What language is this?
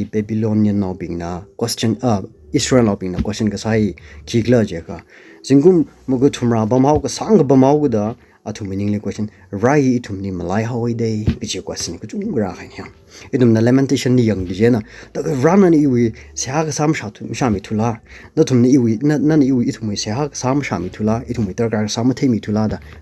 Tangkhul Naga (India)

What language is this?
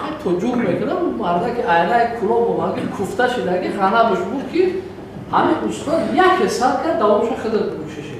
Tajik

